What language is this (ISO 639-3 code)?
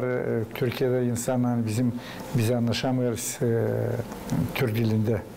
gag